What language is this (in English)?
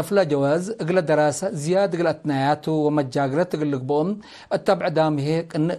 Tigre